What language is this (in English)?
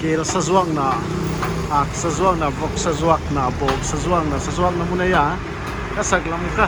Paite Chin